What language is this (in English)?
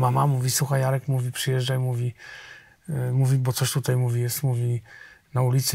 Polish